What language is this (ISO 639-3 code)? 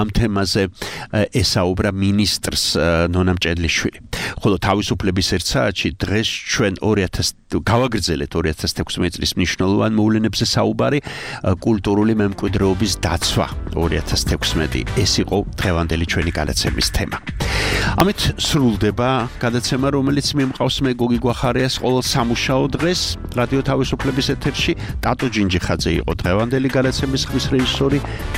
kat